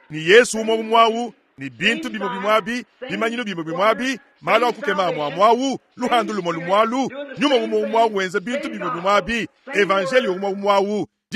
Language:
Luba-Lulua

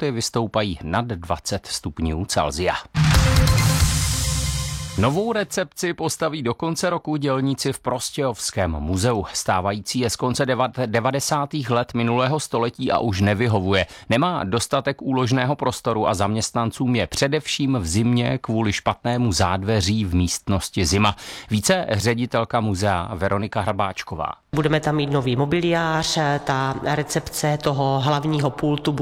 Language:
Czech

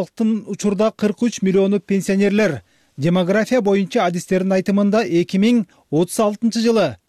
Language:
Kyrgyz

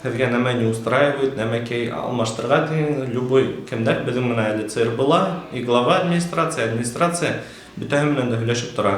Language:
Bashkir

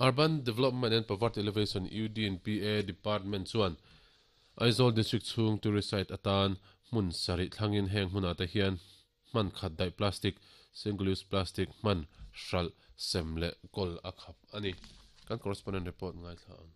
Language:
Mizo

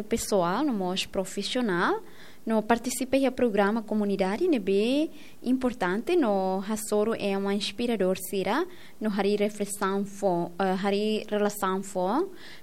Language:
Tetum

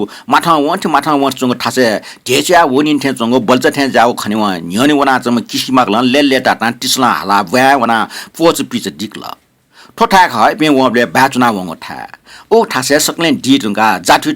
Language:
Newari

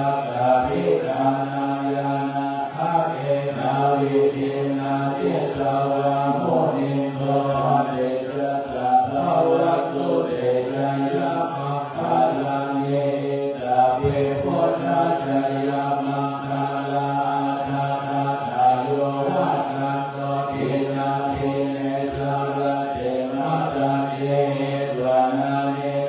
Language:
Pali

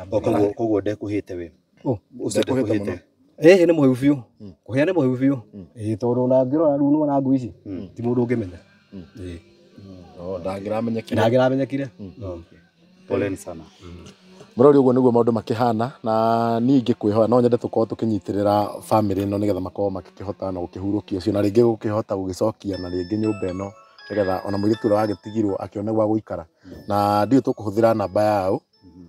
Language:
Kikuyu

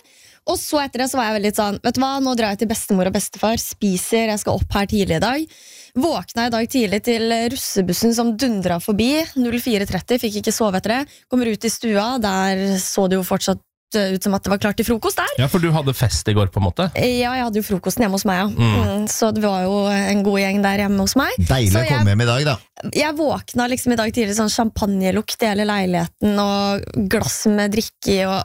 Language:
Norwegian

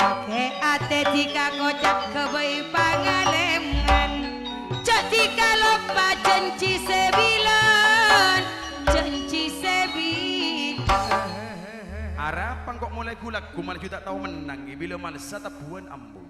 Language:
Madurese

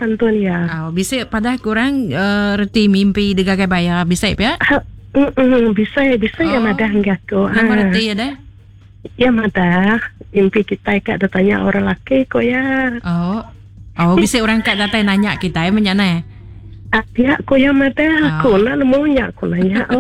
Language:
Iban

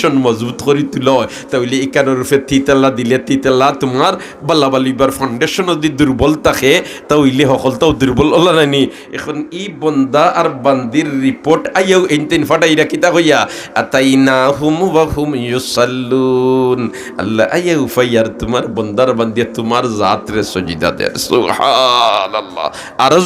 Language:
Sylheti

